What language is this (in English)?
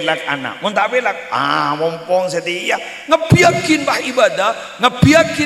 Madurese